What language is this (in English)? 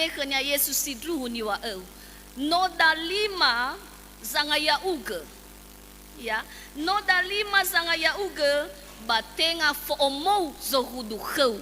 Nias